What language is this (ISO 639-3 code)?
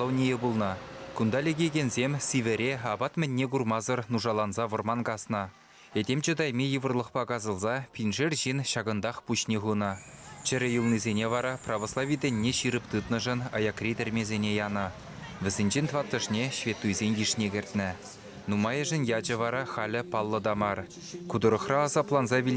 chv